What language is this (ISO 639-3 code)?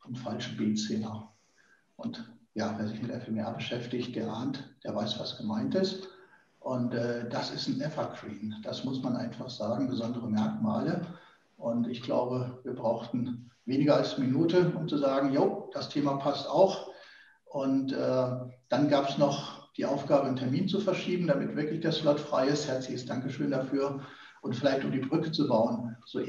deu